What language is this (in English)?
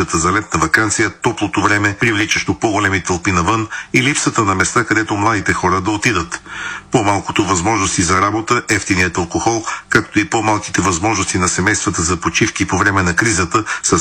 Bulgarian